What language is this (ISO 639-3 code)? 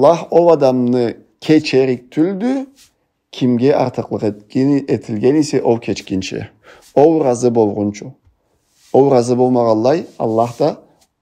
krc